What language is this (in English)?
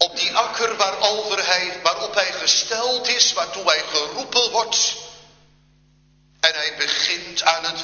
Dutch